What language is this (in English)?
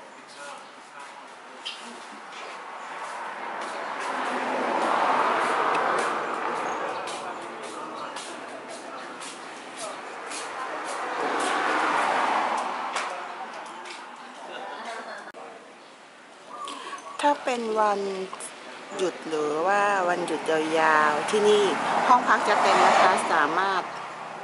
Thai